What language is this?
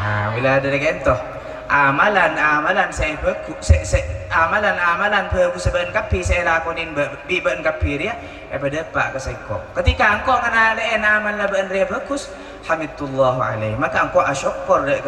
Madurese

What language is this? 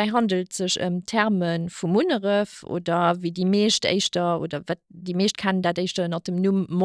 Luxembourgish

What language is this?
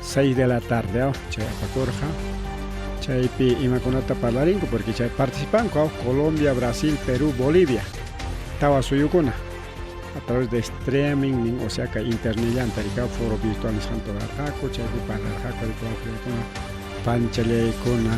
Ayacucho Quechua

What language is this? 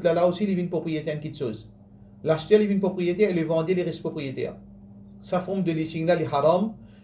Morisyen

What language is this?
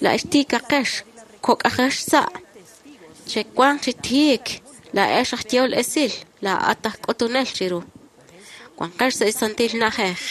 Kekchí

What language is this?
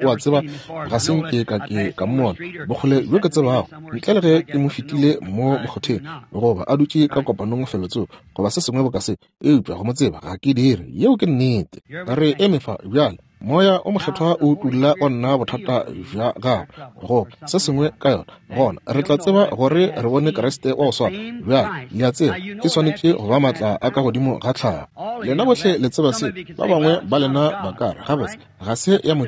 Northern Sotho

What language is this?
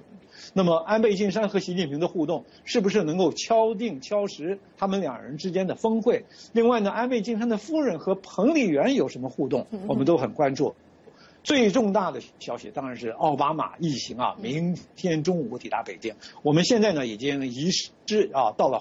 Chinese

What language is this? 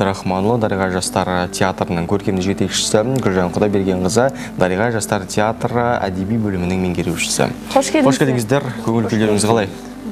Kazakh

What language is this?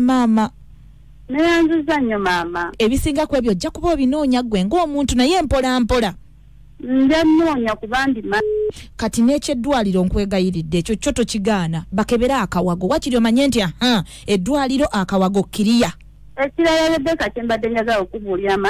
Ganda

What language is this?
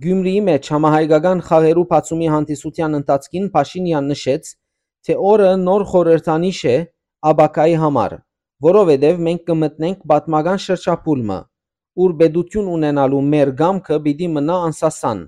Western Armenian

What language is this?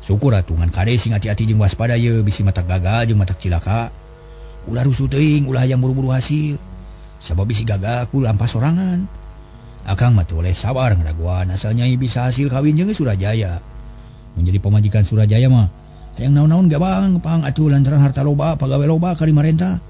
Sundanese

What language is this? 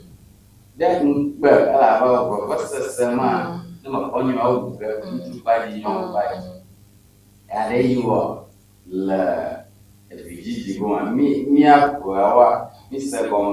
Ewe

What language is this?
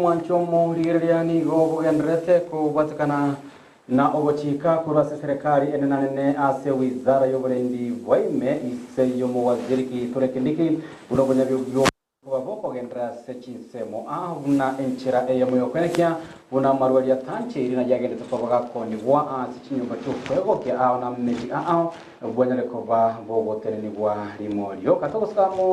Gusii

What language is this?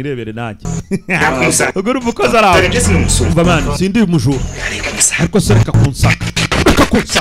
Kinyarwanda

